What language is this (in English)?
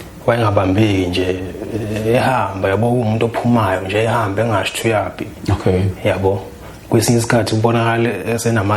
Zulu